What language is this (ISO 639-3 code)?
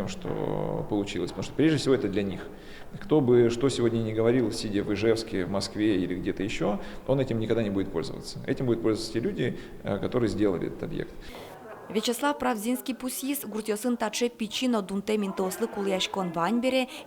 udm